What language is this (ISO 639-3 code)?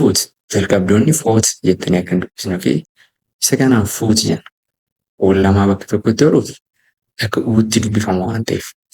orm